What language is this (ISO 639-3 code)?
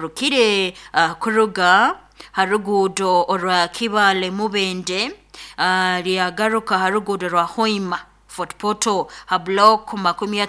nyo